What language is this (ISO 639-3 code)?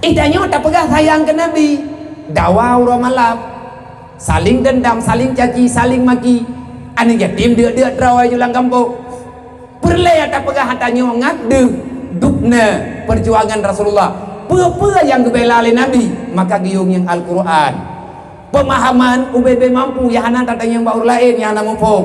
ace